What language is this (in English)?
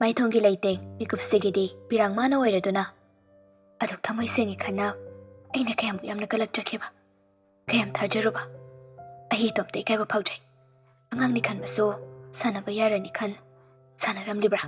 Manipuri